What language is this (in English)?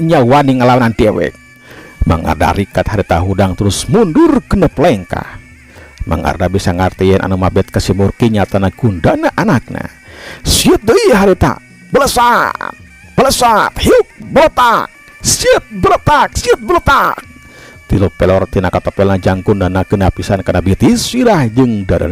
Sundanese